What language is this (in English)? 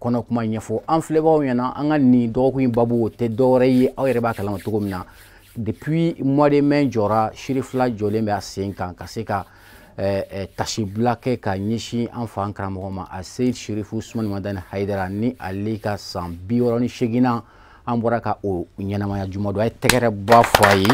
Bambara